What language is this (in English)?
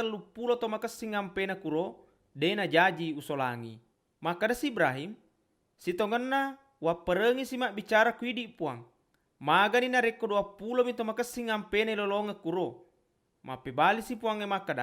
Buginese